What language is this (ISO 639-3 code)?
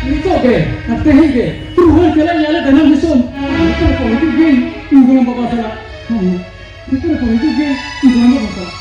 sat